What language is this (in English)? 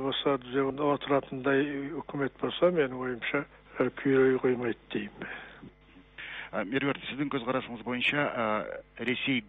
Kazakh